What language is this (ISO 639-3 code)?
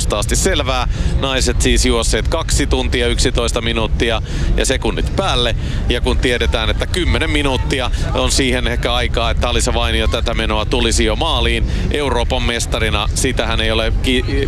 fin